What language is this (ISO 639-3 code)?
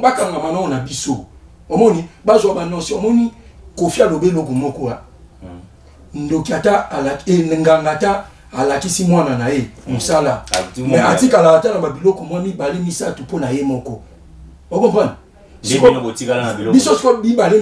lin